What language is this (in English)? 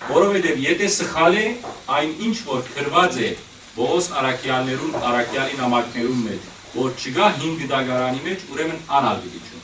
Western Armenian